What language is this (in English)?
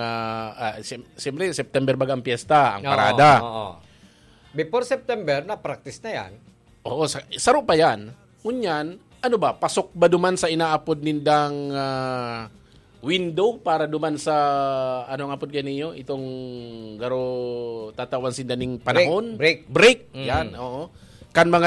Bikol